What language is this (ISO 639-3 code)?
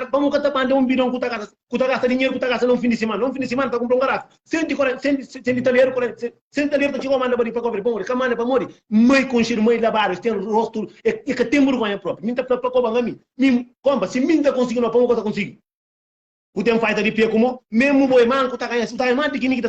kea